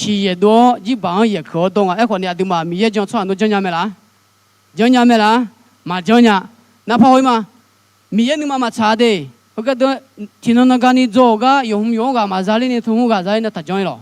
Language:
Akha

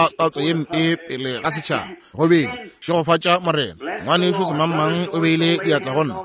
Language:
Northern Sotho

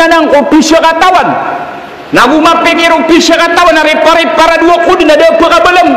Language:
Maranao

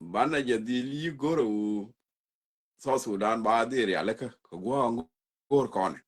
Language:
Nuer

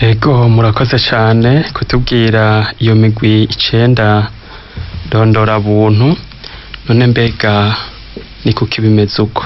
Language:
Rundi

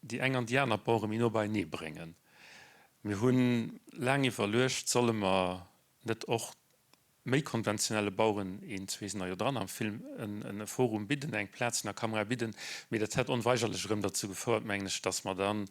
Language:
Luxembourgish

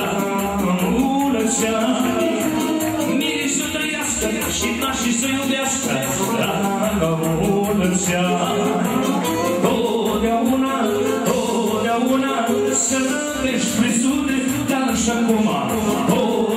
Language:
Romanian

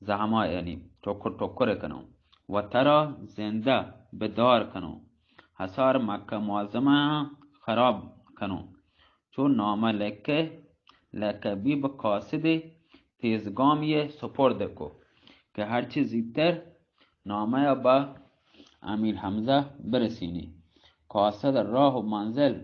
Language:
Baluchi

